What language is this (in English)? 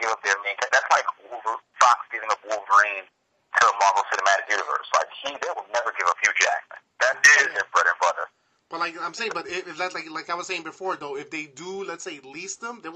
English